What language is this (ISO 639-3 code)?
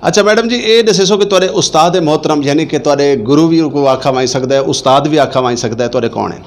lah